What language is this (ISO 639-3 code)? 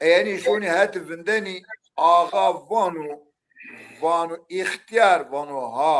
zza